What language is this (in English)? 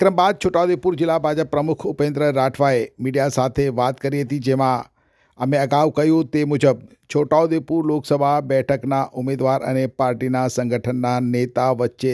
Gujarati